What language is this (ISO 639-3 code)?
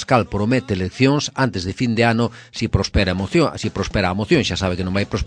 glg